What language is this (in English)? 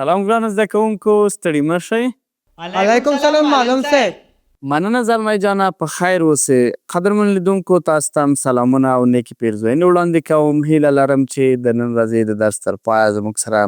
Pashto